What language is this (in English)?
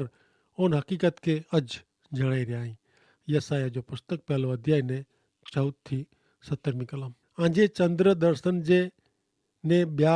Kachhi